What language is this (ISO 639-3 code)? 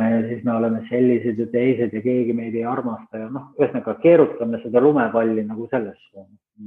est